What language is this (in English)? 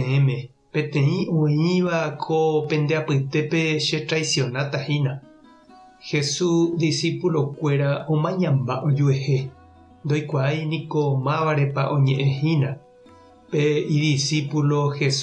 Guarani